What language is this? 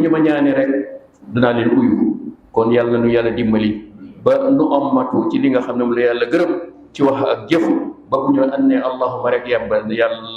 Wolof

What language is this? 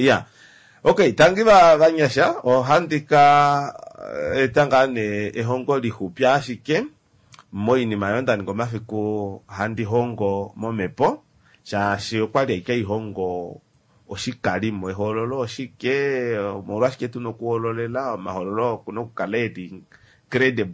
Kuanyama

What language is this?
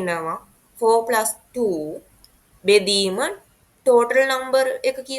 Sinhala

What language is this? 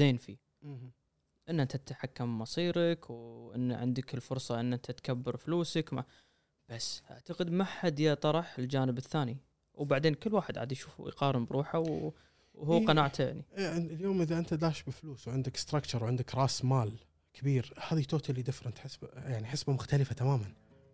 Gulf Arabic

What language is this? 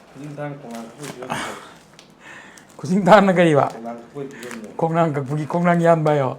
Manipuri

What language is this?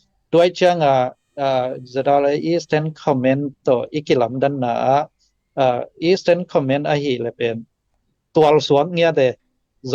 Tedim Chin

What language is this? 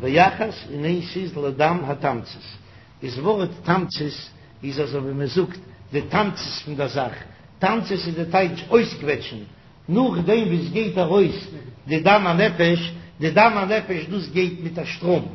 Yiddish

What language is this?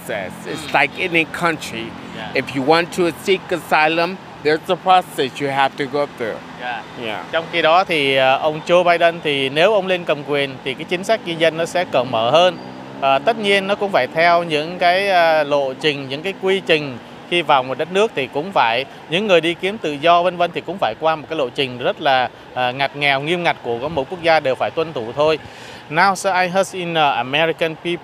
Vietnamese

